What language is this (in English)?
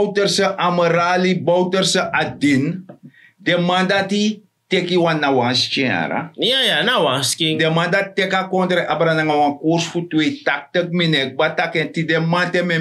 Sranan Tongo